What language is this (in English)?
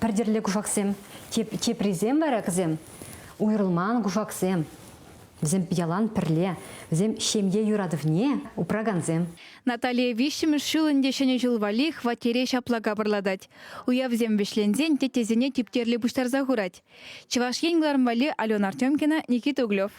Chuvash